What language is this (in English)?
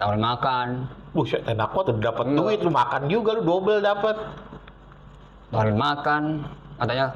Betawi